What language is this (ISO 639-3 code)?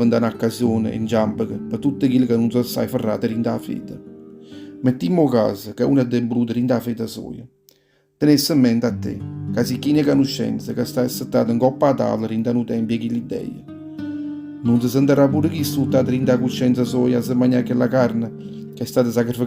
nap